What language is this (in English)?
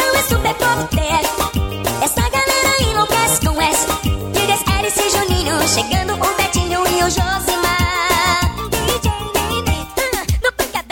Portuguese